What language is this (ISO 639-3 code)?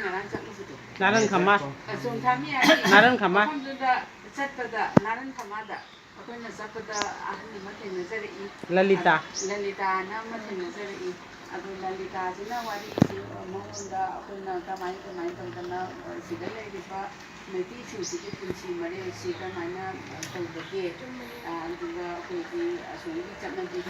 mni